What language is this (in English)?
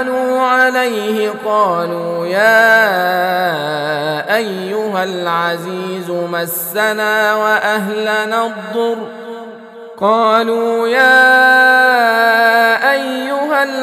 Arabic